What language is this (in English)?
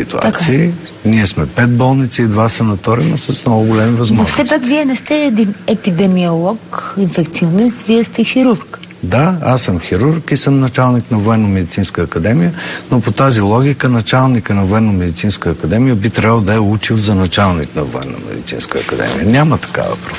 Bulgarian